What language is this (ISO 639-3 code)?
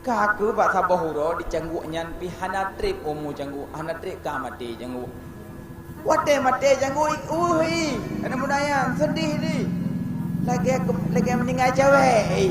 ace